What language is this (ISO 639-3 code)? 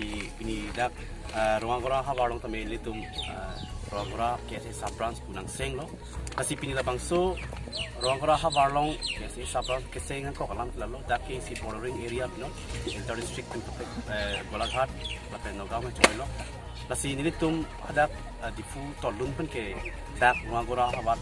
mjw